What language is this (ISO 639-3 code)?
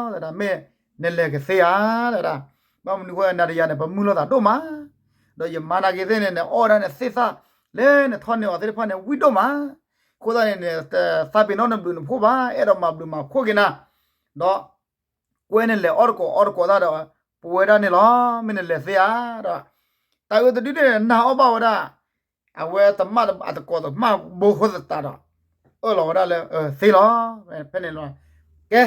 ksw